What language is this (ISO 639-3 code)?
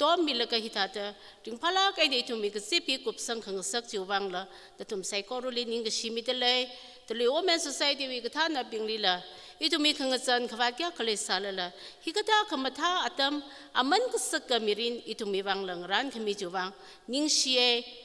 nmf